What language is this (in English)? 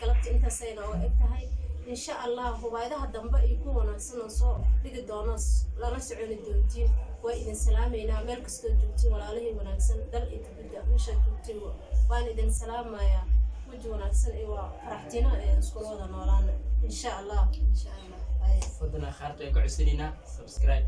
Somali